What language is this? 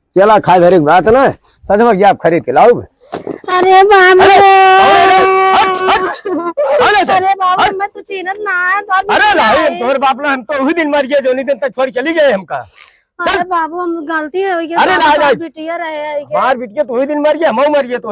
Awadhi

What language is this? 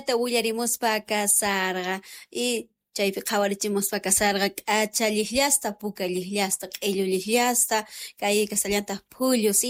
South Bolivian Quechua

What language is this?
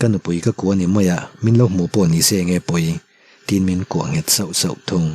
Mizo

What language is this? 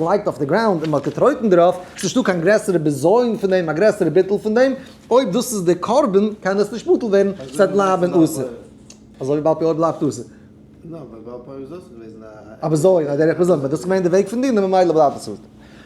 Yiddish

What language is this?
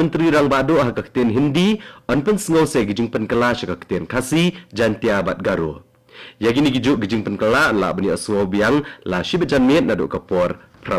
Khasi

